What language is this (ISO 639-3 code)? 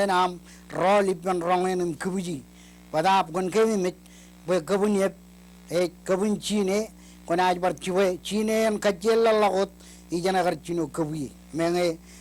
mah